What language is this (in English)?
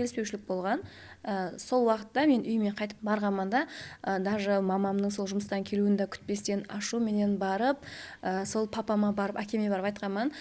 Kara-Kalpak